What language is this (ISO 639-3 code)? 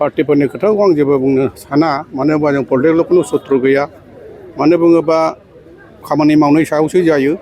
brx